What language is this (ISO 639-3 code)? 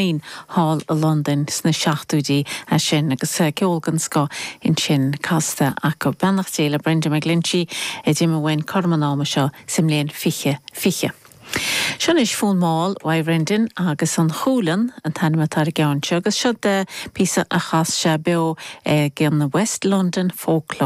gle